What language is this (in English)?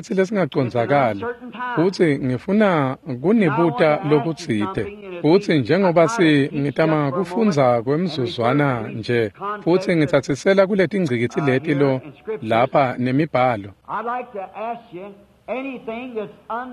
Swati